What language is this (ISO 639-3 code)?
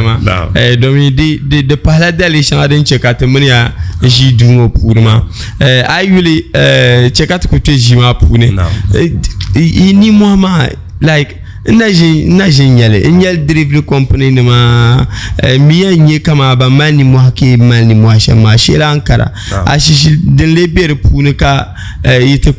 dag